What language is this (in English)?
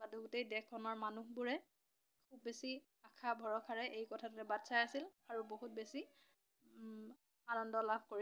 Assamese